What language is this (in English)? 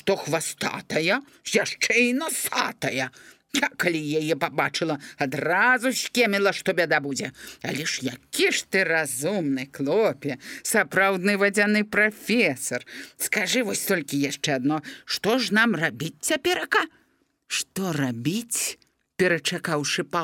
Belarusian